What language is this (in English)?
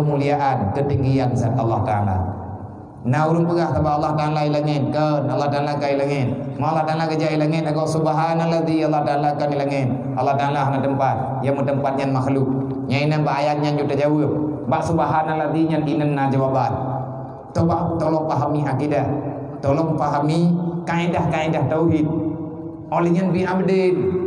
Achinese